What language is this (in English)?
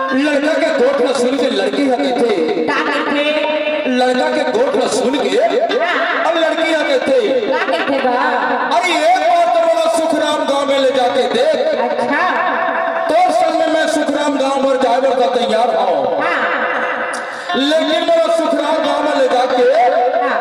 Chhattisgarhi